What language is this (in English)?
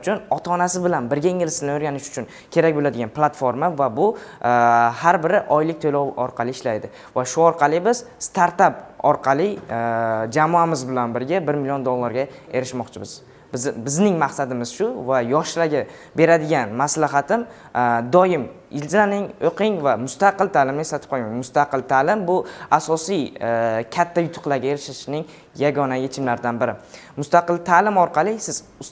Uzbek